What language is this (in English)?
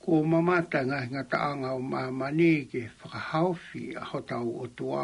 Tongan